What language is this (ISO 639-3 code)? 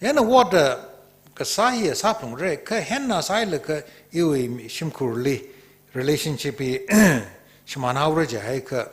nmf